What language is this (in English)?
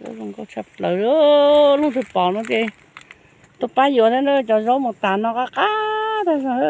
Hmong